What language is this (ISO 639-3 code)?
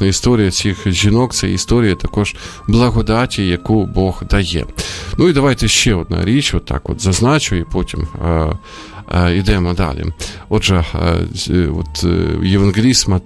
ukr